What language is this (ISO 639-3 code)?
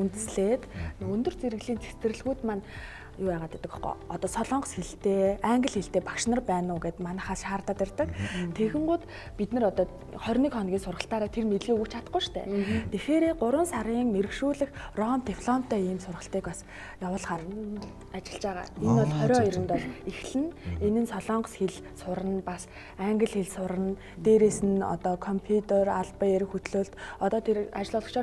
mon